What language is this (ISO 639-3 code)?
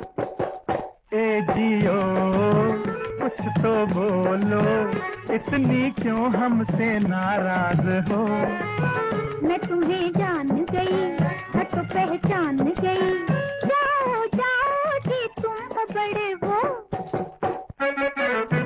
hin